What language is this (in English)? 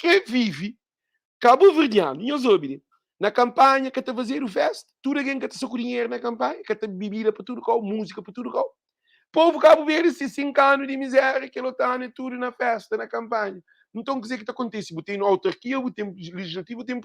Kabuverdianu